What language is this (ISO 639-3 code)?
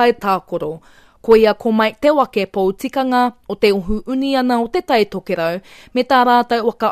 mri